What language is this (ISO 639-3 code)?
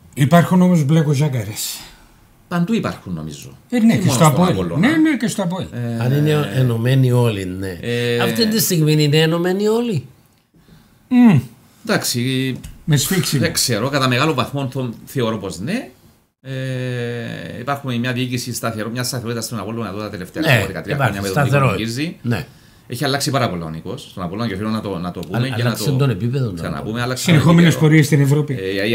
ell